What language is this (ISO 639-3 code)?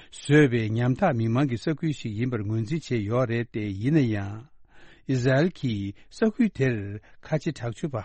bod